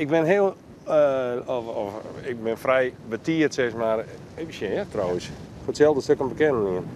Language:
Western Frisian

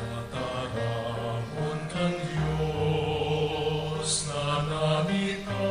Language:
Bikol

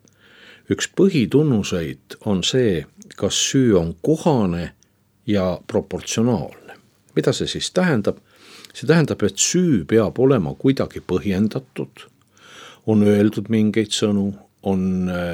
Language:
Estonian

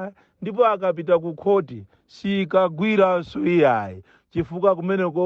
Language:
Nyanja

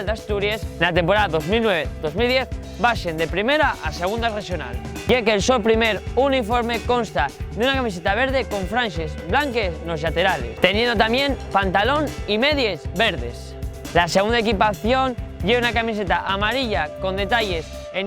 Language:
Asturian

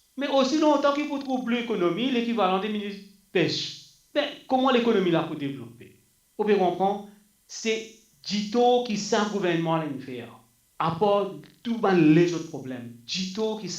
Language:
Morisyen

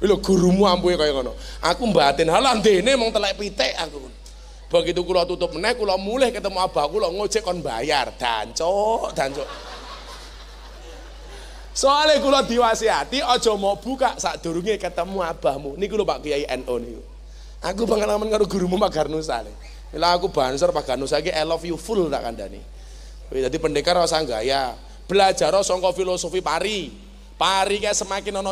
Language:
Javanese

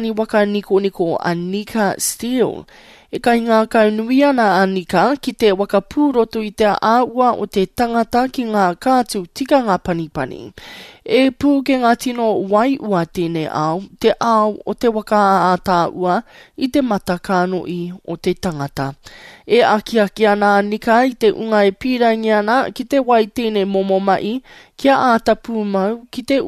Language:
Māori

